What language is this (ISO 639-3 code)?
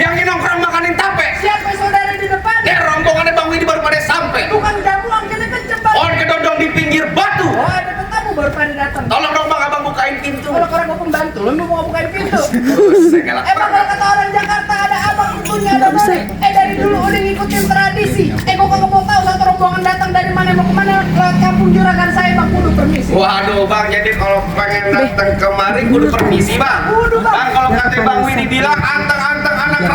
bew